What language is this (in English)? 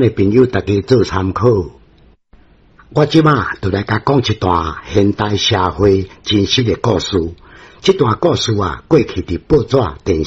Min Nan Chinese